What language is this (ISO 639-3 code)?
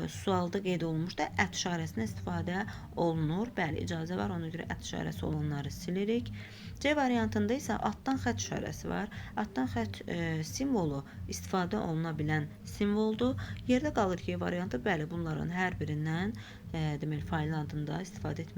aze